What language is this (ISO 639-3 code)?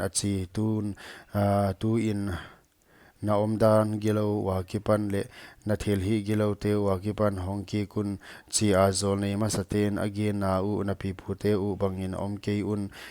pck